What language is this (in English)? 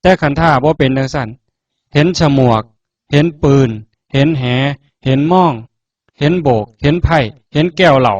Northeastern Thai